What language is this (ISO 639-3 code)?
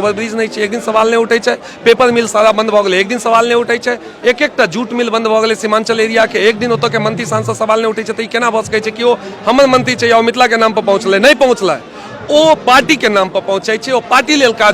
mai